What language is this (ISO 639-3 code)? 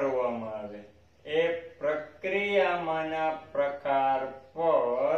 guj